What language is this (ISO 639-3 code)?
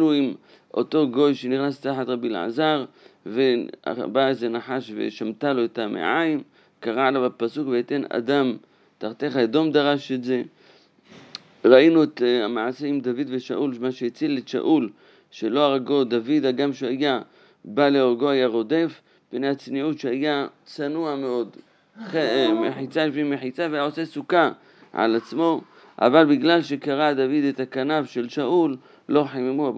heb